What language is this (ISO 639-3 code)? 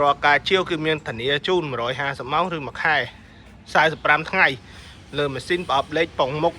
khm